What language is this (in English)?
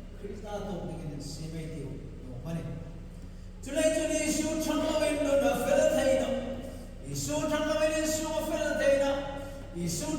Hmar